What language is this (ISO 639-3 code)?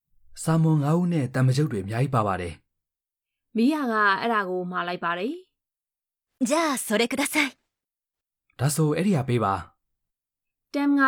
mya